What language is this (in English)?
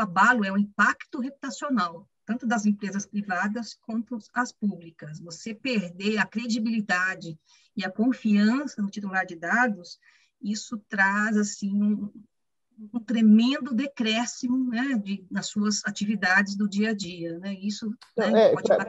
Portuguese